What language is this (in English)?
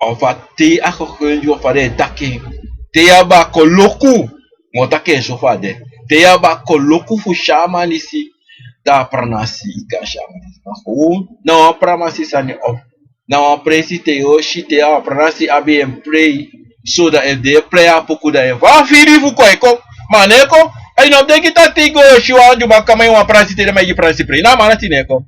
Sranan Tongo